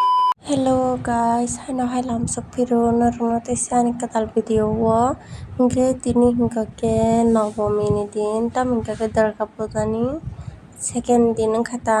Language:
Kok Borok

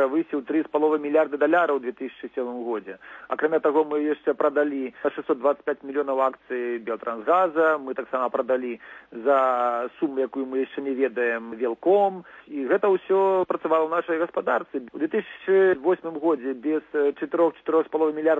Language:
Belarusian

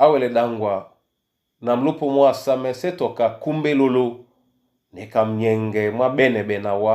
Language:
Duala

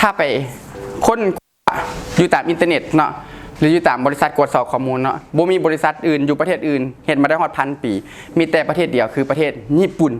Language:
Lao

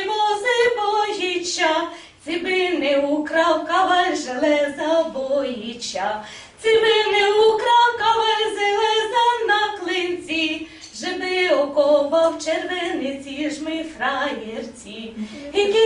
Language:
Rusyn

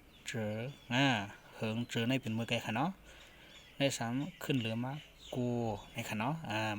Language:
Shan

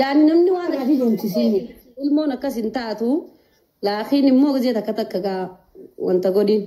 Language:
Oromo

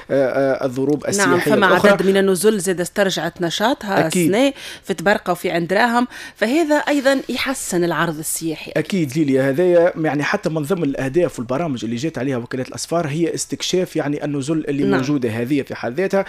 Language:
Tunisian Arabic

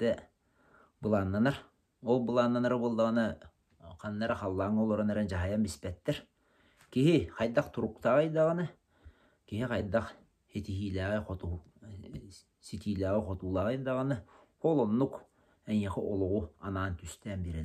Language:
Yakut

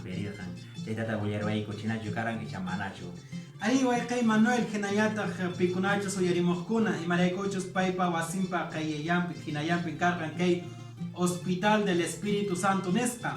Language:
Quechua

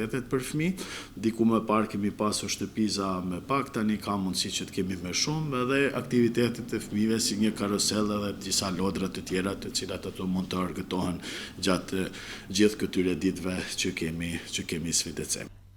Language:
Albanian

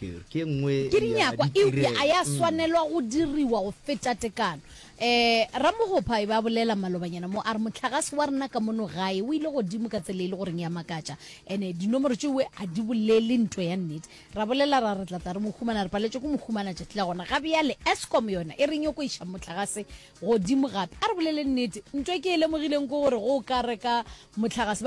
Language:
Northern Sotho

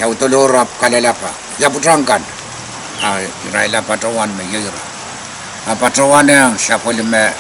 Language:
Pohnpeian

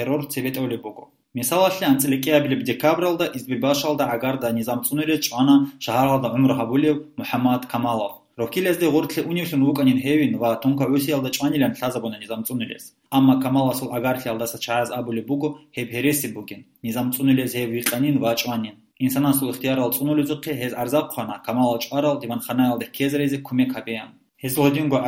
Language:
Avaric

